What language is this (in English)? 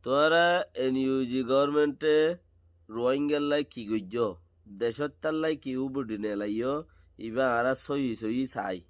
Rohingya